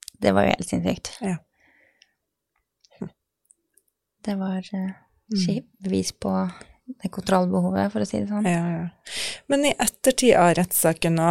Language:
Norwegian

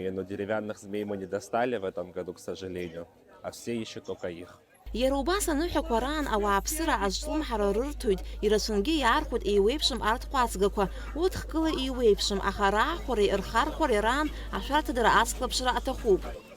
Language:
Abkhazian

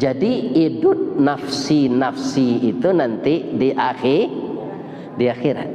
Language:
Minangkabau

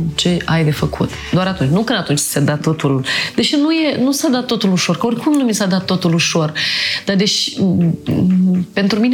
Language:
Romanian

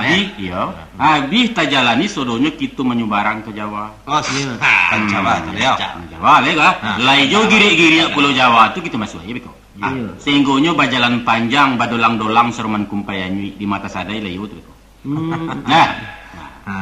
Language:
Minangkabau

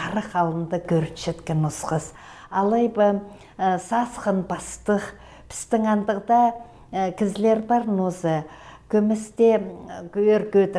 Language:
Khakas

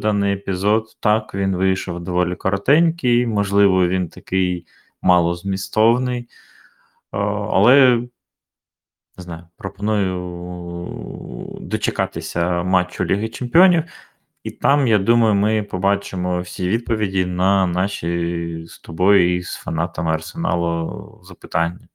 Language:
Ukrainian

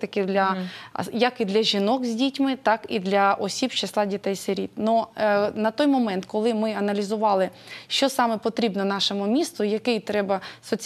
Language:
Ukrainian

